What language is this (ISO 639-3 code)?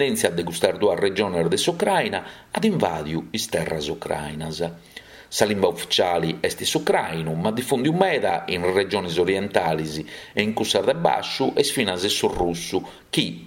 srd